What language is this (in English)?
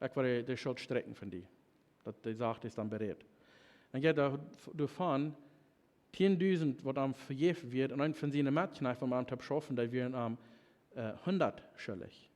Plautdietsch